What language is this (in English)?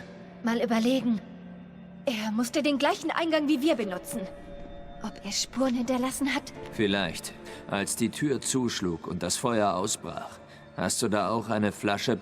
Swiss German